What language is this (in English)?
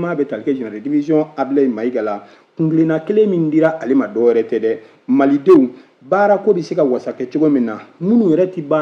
Bambara